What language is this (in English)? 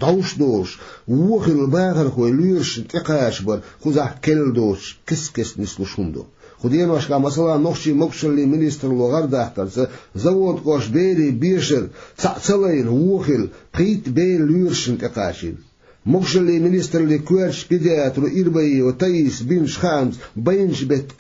Chechen